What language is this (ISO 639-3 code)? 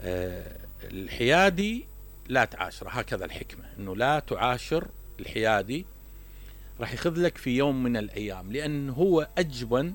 acm